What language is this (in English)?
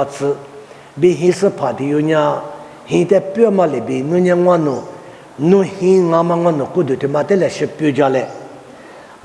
Lisu